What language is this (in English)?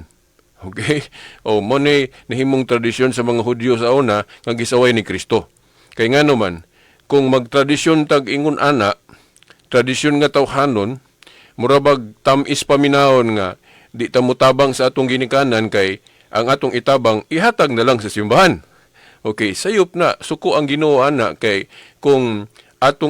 Cebuano